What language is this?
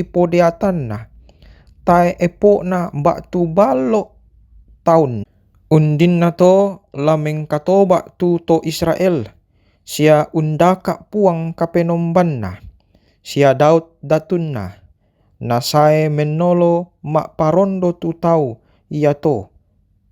Toraja-Sa'dan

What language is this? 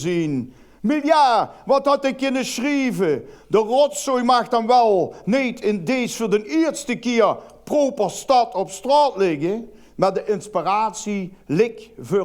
Limburgish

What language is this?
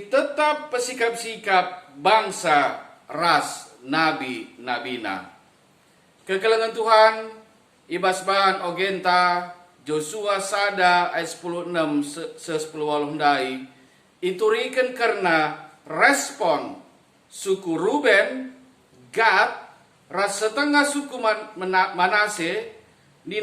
Batak Karo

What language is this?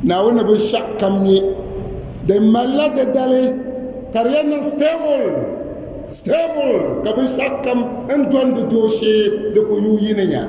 Dagbani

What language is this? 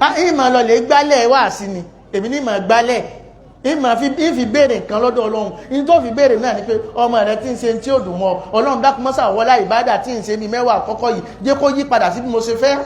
Yoruba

